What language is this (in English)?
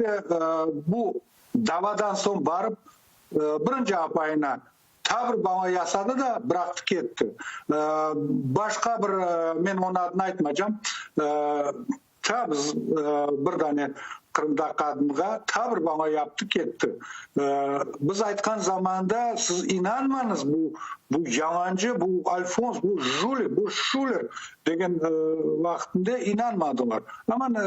Crimean Tatar